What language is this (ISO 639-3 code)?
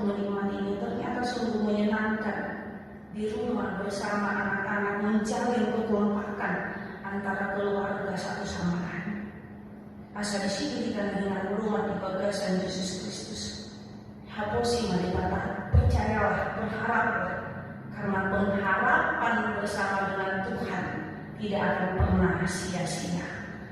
bbc